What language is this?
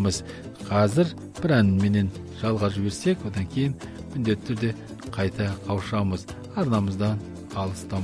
Kazakh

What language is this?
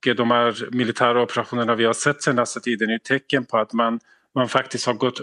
Swedish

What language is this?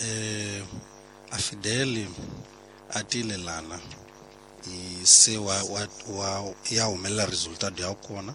Tsonga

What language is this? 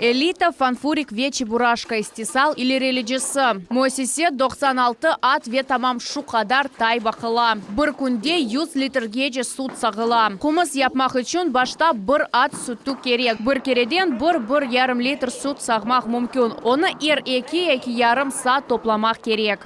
Crimean Tatar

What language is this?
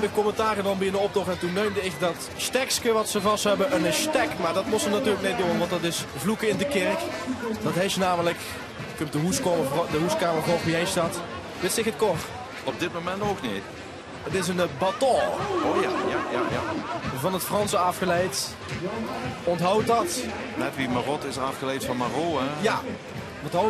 Limburgish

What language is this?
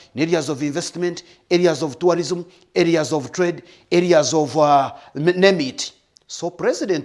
Nyankole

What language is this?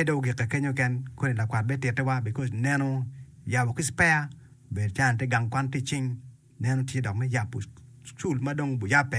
Acoli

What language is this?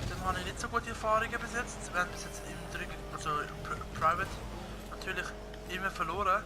Swiss German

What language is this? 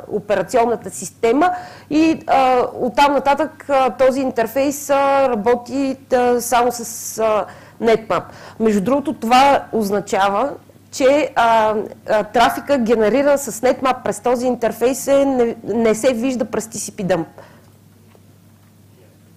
Bulgarian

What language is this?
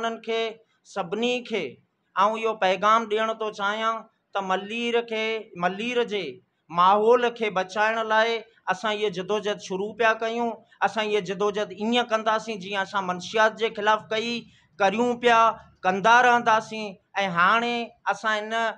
Sindhi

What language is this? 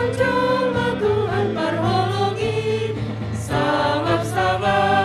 Batak Simalungun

